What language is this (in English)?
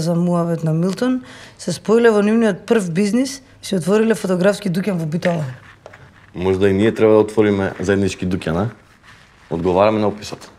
Macedonian